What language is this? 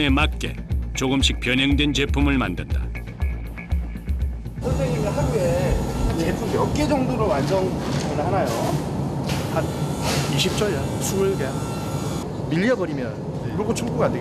Korean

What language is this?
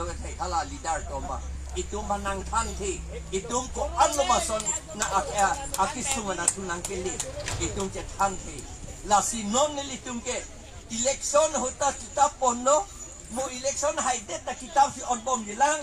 Karbi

